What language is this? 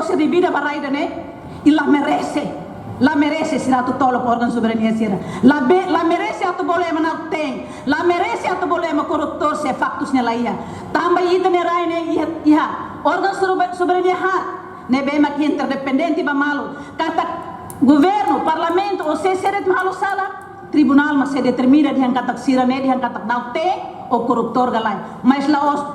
Tetum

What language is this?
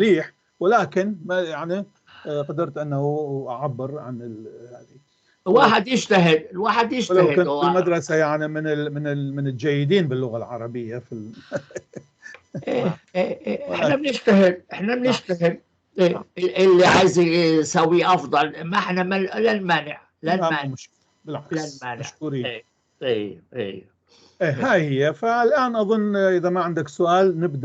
North Levantine Arabic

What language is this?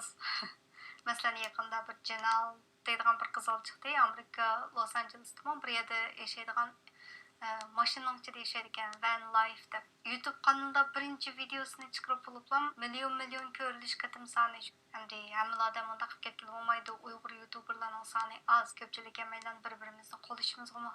Uyghur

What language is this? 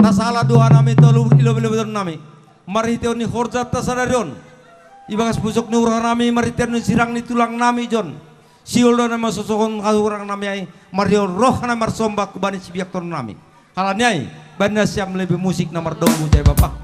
Batak Simalungun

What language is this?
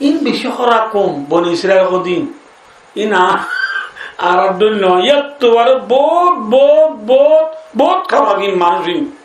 Rohingya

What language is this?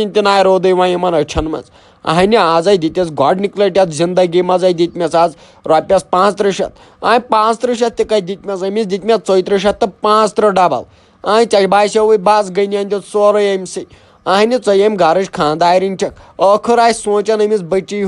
Kashmiri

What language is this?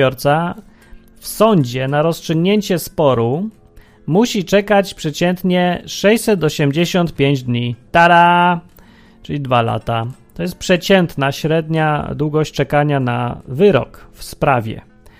Polish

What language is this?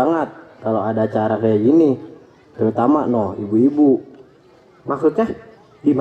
Betawi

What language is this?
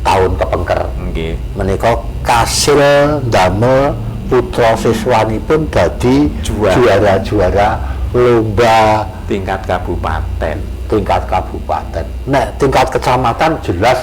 Javanese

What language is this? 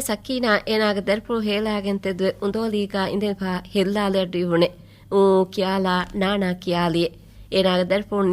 Divehi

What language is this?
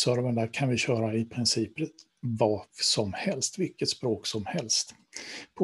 Swedish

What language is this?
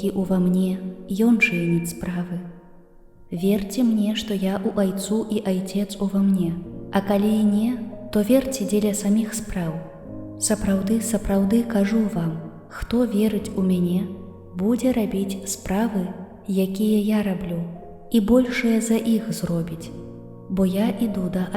Belarusian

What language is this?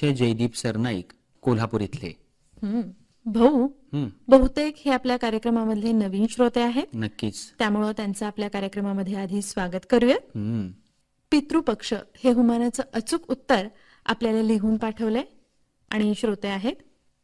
Marathi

